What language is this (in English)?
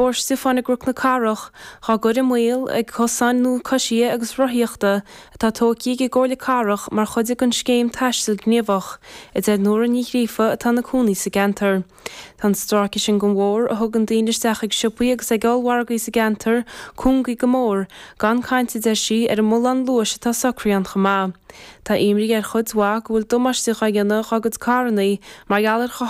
Irish